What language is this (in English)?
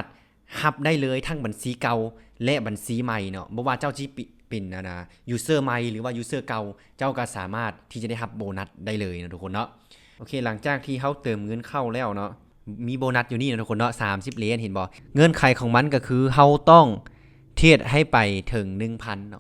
Lao